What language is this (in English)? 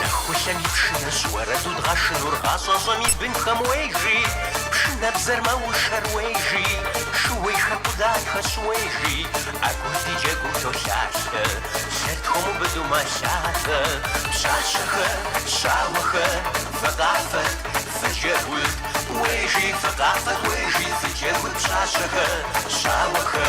Kabardian